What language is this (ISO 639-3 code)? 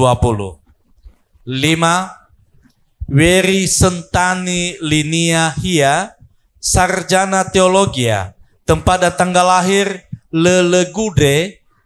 nia